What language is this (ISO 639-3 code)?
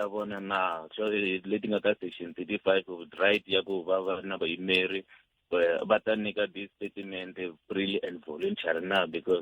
tso